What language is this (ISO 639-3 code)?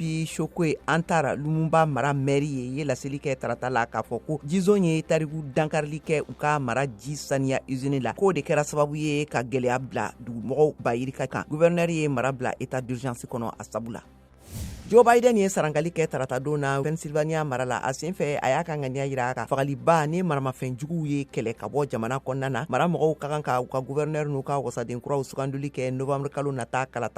bam